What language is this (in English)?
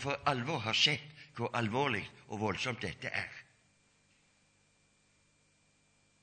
Norwegian